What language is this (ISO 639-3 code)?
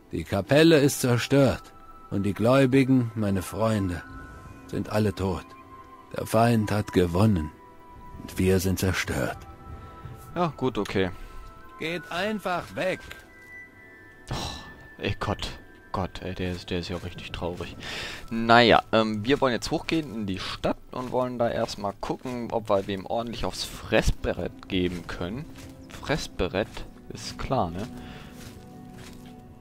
deu